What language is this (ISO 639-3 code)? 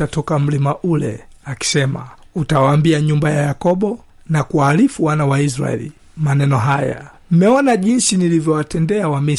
swa